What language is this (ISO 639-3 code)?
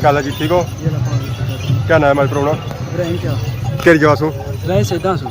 phr